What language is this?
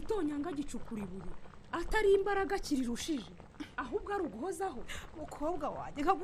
Kinyarwanda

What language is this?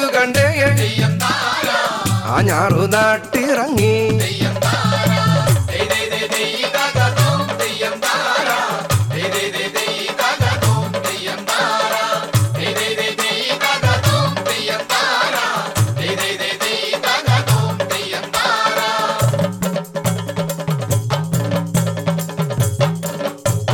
Malayalam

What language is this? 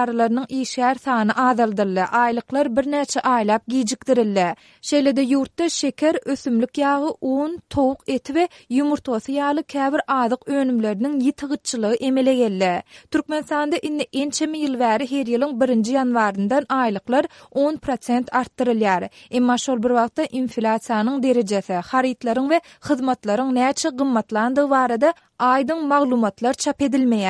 Turkmen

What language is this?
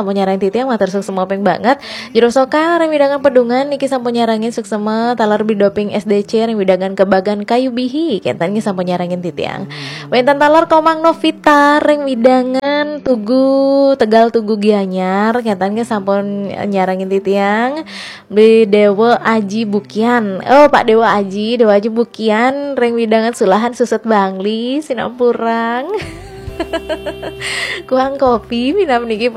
Balinese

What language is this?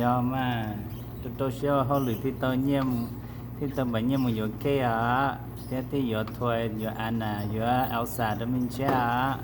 Hmong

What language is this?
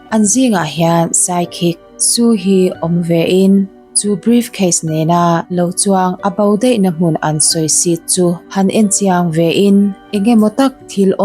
Mizo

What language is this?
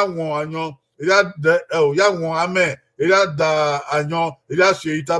Bini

